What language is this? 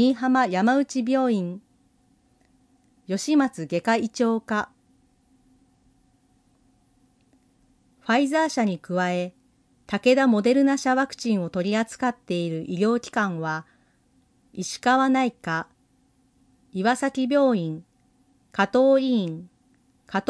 Japanese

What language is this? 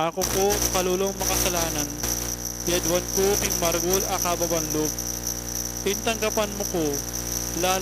Pampanga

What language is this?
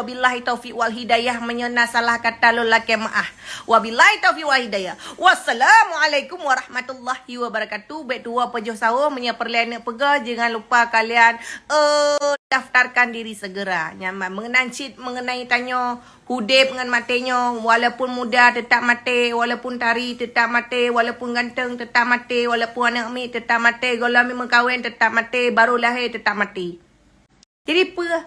Achinese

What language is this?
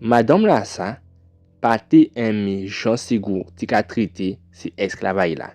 Guadeloupean Creole French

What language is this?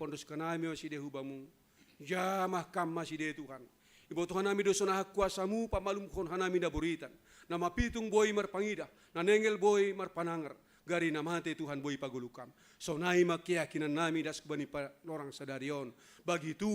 Batak Simalungun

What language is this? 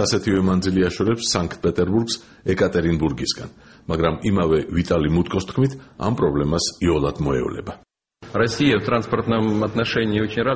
Georgian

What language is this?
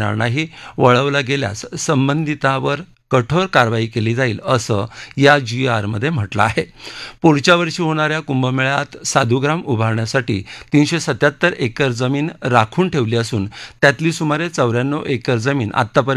Marathi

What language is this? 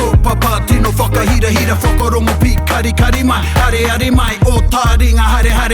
Māori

